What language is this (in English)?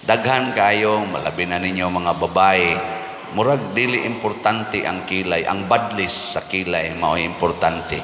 Cebuano